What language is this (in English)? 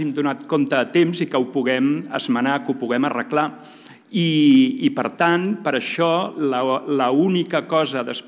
Catalan